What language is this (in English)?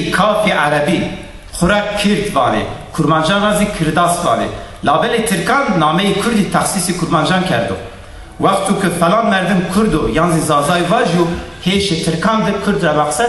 Zaza